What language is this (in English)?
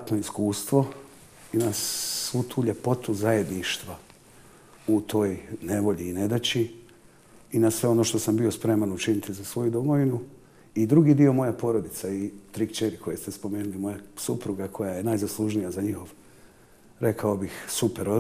Bosnian